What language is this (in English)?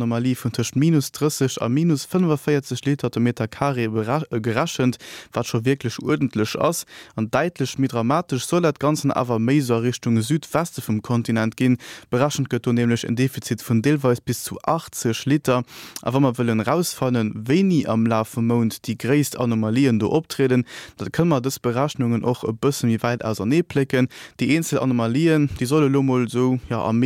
Luxembourgish